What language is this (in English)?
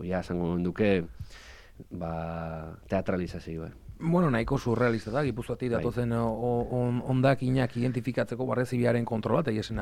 Basque